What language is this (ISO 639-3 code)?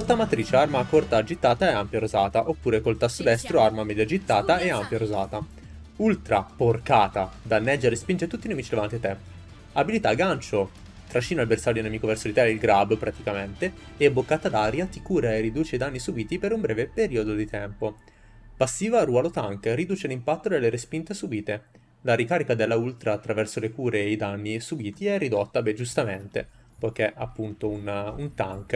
ita